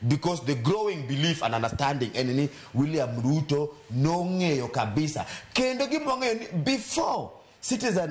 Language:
Luo (Kenya and Tanzania)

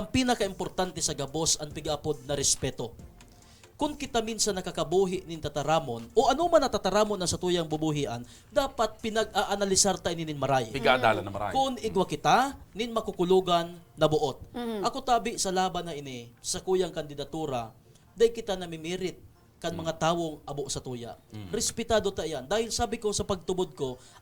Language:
Bikol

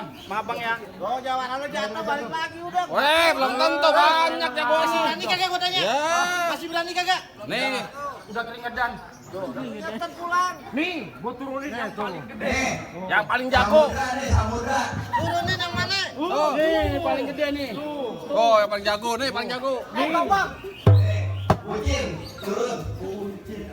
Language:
Betawi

